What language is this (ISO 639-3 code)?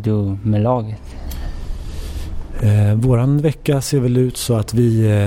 swe